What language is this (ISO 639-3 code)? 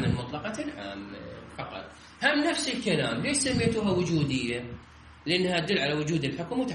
acm